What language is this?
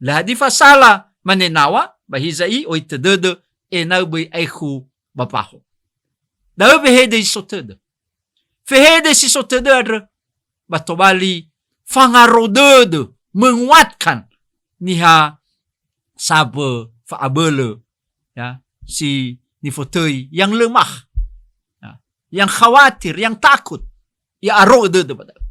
Nias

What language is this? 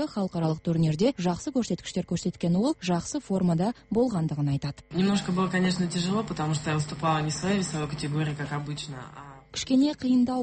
Kazakh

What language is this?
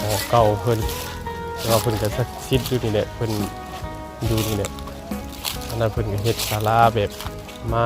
Northeastern Thai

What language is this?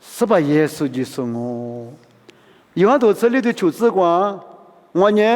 Lisu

